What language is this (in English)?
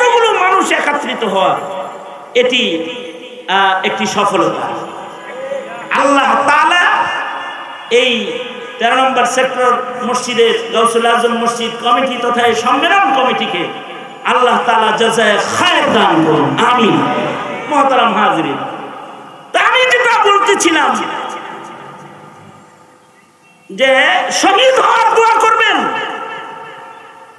Bangla